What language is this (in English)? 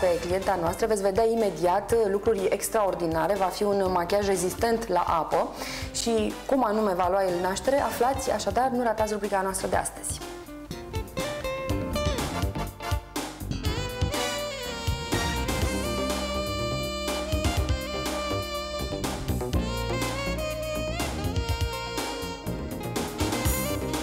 Romanian